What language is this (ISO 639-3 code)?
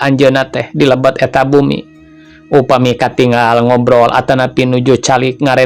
sun